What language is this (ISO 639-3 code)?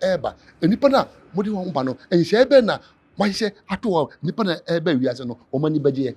aka